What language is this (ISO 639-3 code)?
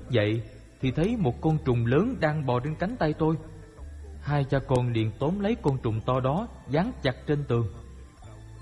vie